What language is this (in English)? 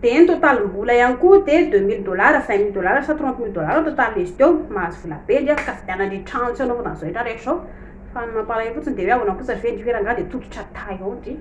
Malagasy